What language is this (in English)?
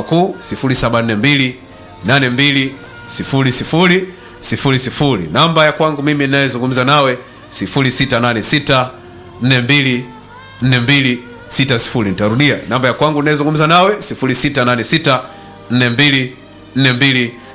Swahili